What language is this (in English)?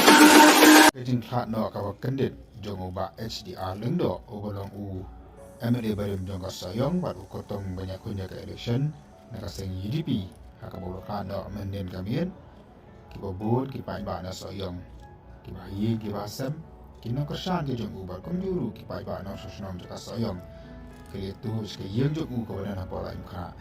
Khasi